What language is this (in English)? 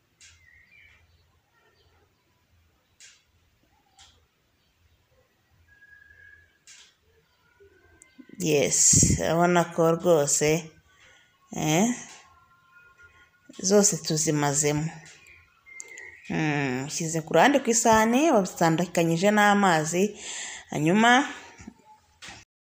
Kinyarwanda